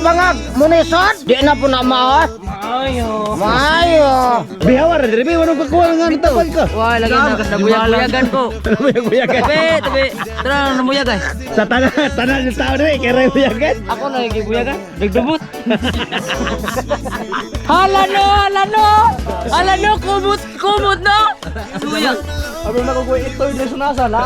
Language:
Cebuano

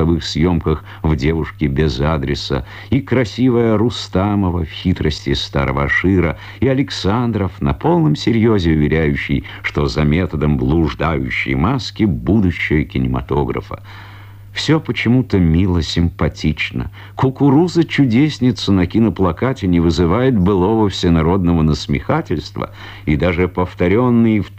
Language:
Russian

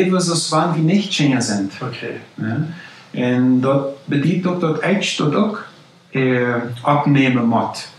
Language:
Plautdietsch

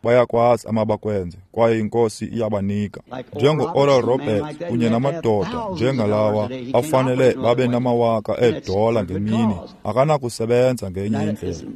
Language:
Xhosa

